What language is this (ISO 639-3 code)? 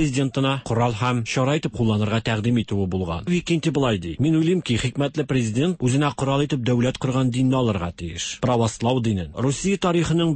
tat